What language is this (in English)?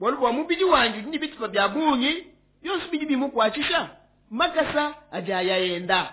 Luba-Lulua